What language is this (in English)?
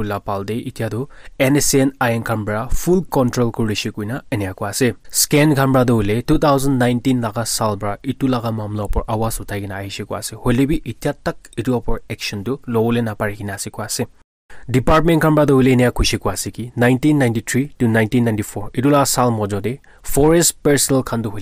Naga Pidgin